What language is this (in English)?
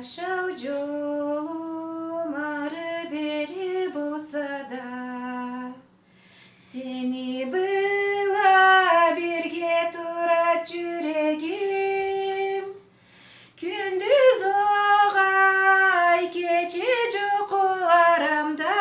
Karachay-Balkar